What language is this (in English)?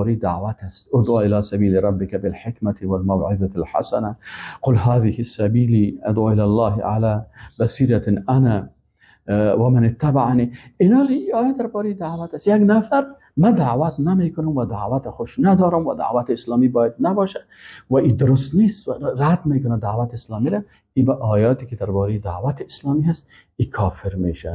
Persian